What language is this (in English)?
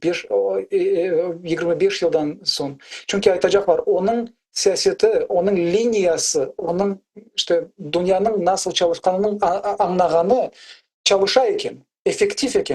Crimean Tatar